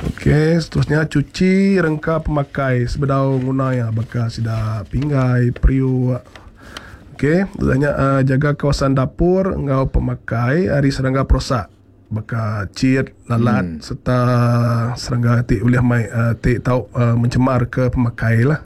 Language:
Iban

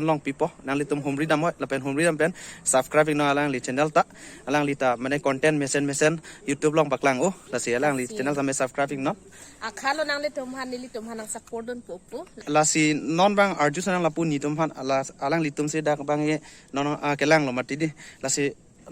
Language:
Karbi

